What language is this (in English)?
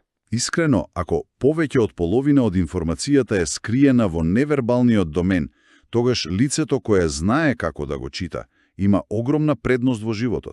Macedonian